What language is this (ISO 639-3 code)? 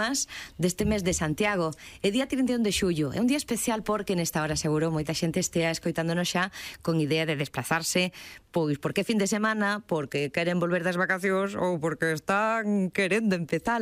glg